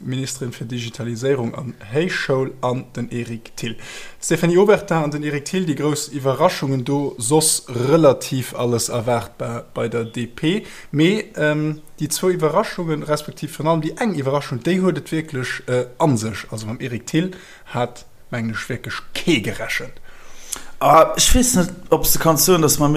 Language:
Luxembourgish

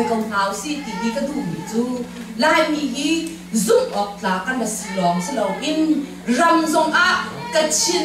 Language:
Hakha Chin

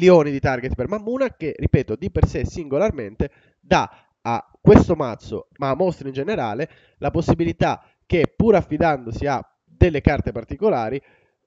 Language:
Italian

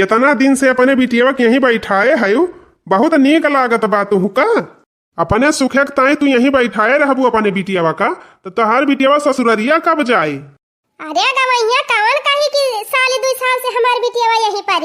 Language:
Awadhi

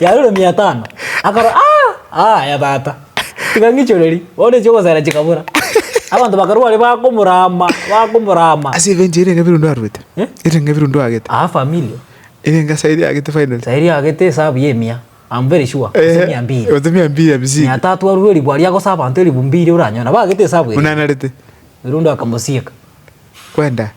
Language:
Gusii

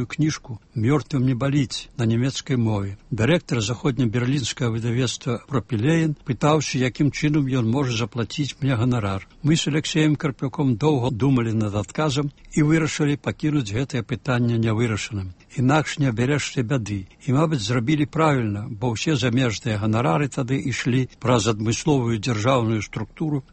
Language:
Belarusian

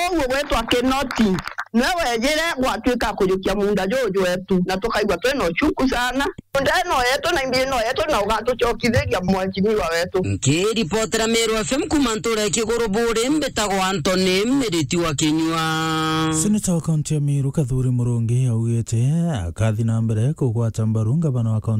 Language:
Meru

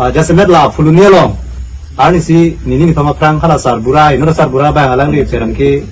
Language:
Karbi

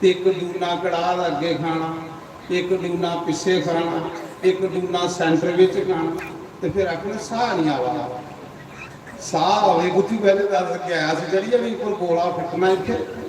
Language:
Dogri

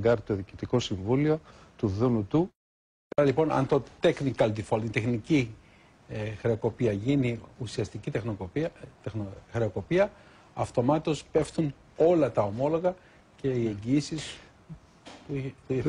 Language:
Greek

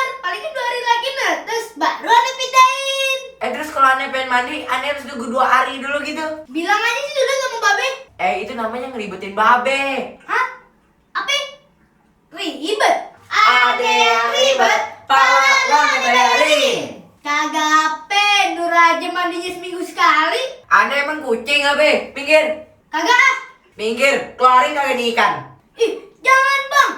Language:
Betawi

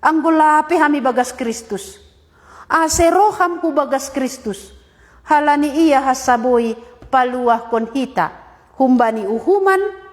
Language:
Batak Simalungun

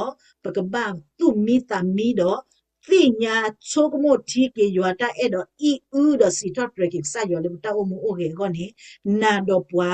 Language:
S'gaw Karen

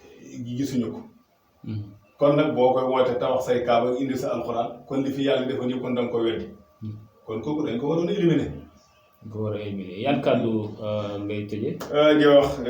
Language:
Wolof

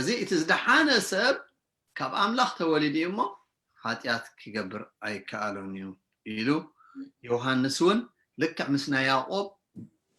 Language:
Tigrinya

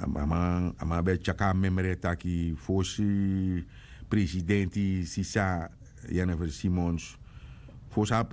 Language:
Sranan Tongo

